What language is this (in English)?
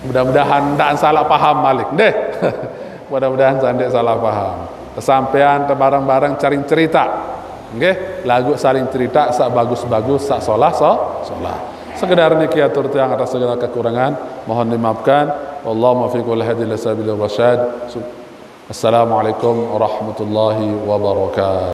Sasak